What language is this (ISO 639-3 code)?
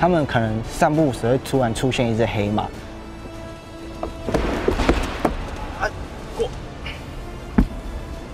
zho